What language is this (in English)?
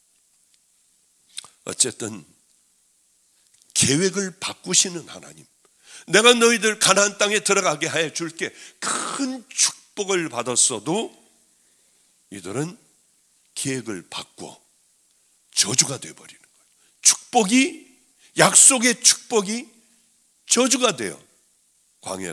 Korean